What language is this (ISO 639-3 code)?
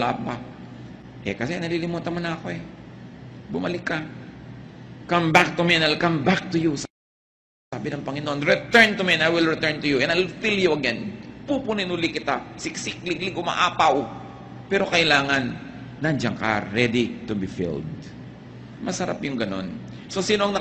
fil